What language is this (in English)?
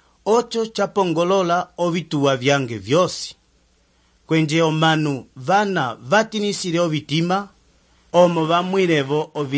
Umbundu